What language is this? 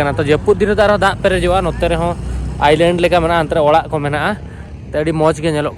Santali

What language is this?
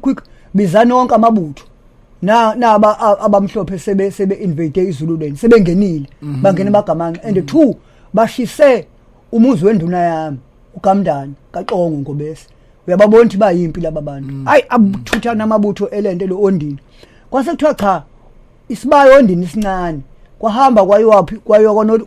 Zulu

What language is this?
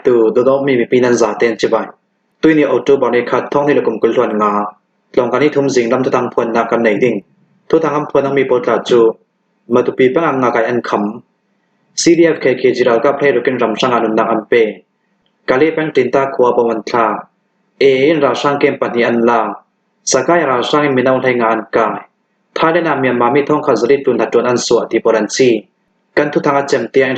Hakha Chin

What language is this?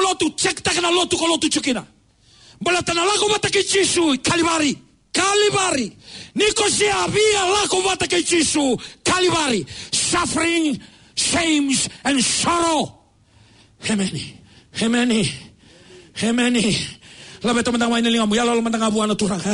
Fijian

